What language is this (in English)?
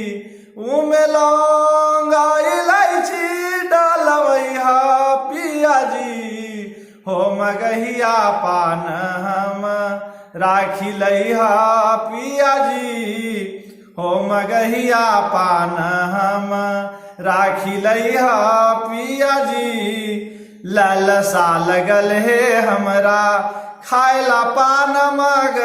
Magahi